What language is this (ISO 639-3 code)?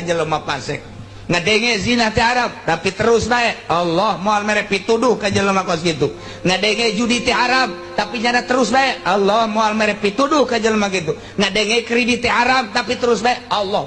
sun